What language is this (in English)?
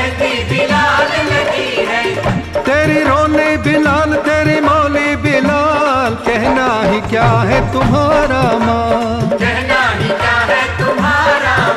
Hindi